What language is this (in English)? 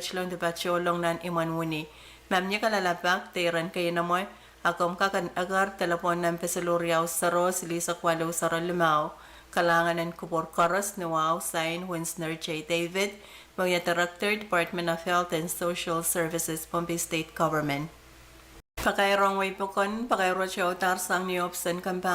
Pohnpeian